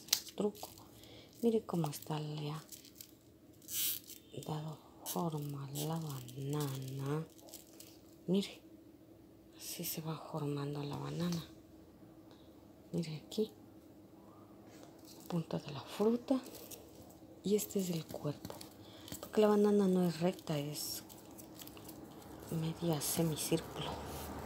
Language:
Spanish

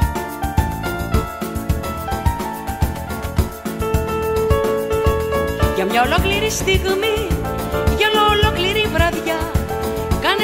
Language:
Greek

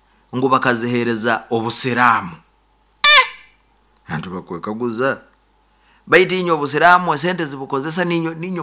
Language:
Nyoro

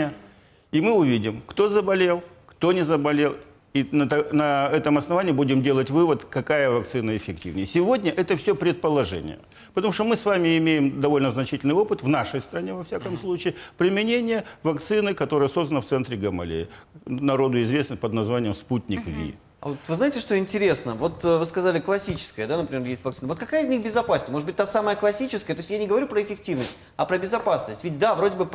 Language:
Russian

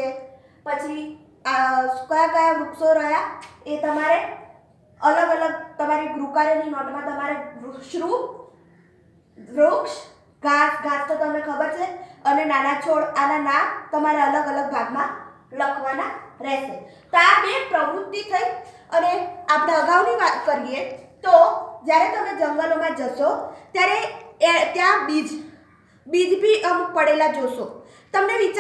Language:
Gujarati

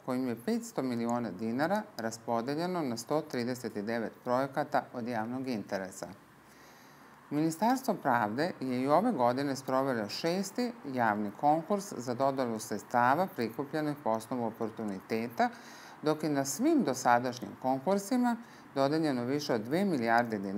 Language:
Serbian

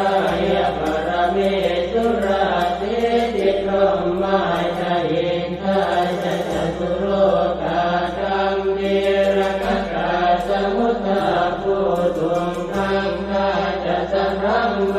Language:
Pali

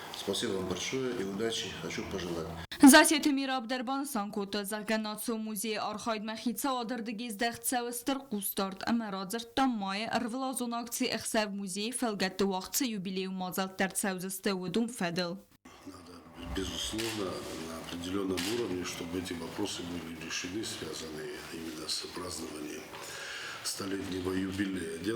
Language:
Ossetic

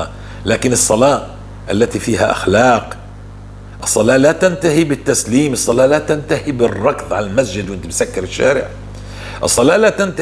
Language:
North Levantine Arabic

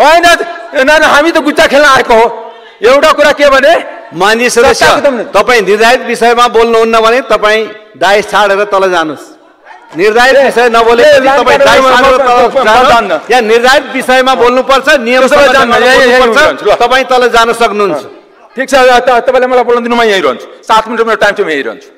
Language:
Nepali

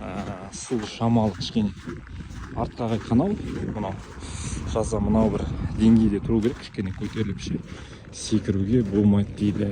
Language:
Kazakh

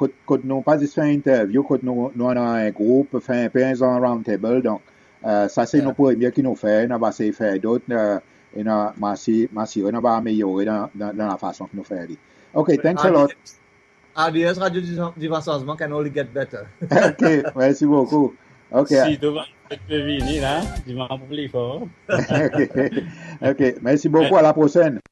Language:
Seselwa Creole French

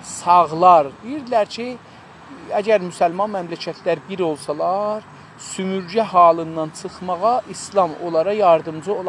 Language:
South Azerbaijani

